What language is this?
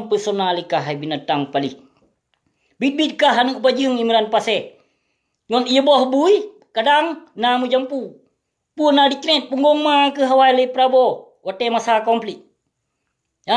Achinese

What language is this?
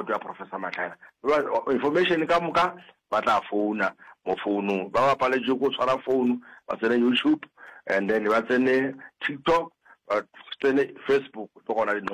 Northern Sotho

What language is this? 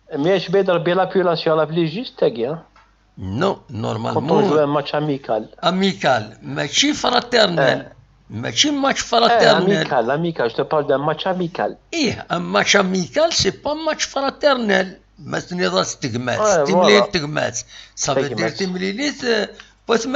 Kabyle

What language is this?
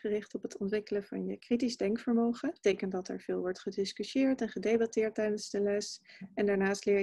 Dutch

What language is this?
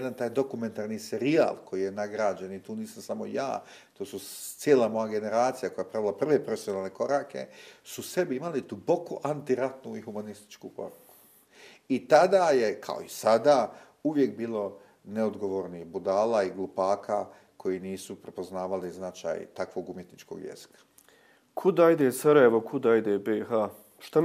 Bosnian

